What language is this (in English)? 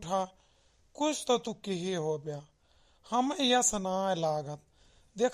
Awadhi